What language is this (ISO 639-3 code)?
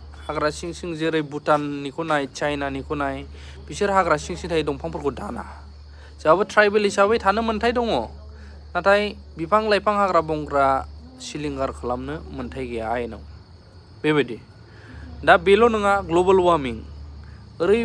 brx